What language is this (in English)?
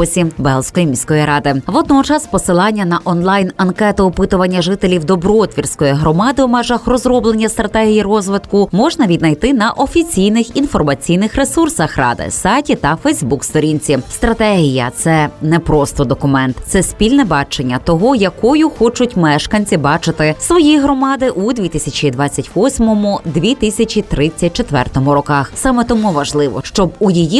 Ukrainian